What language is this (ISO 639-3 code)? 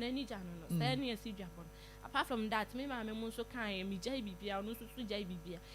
aka